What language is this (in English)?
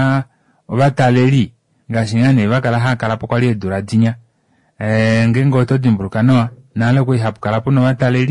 Kuanyama